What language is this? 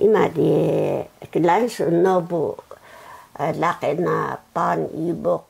Taroko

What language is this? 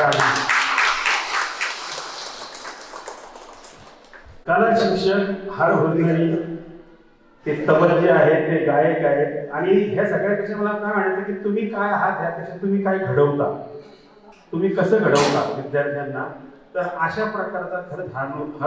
Marathi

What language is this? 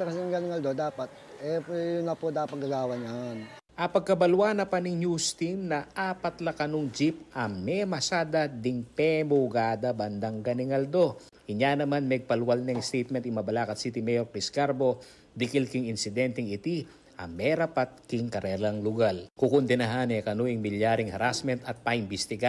Pampanga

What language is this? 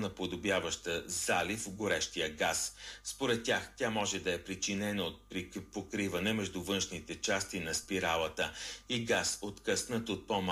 Bulgarian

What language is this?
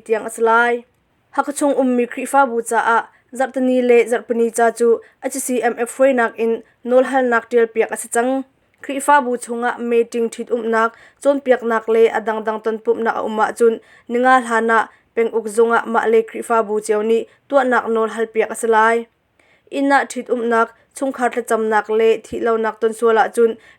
Hakha Chin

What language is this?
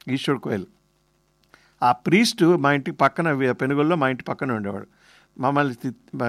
Telugu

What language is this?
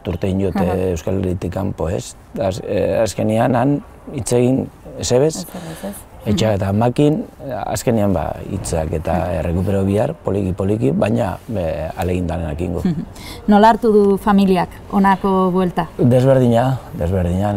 Basque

